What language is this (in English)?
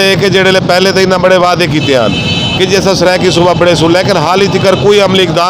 Saraiki